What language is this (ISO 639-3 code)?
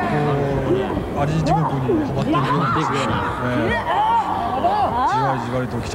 jpn